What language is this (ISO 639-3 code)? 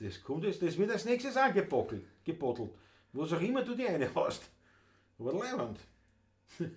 bar